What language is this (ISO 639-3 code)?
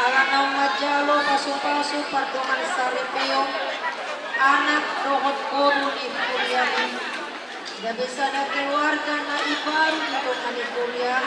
bbc